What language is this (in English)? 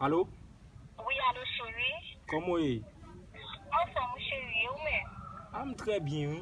Haitian Creole